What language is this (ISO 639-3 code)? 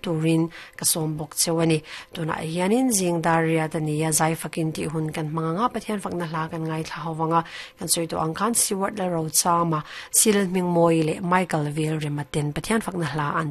lus